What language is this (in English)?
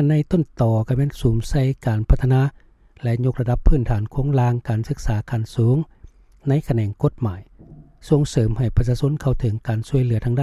Lao